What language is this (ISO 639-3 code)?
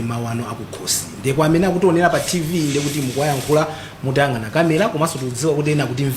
nya